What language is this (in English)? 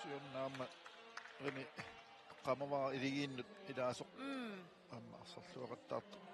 Kalaallisut